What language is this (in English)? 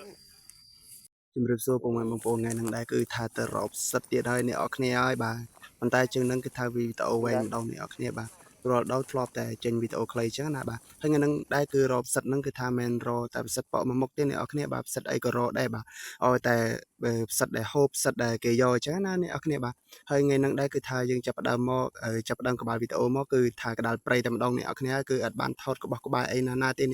Khmer